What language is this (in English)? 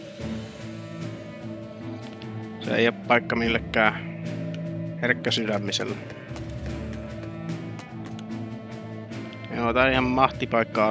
Finnish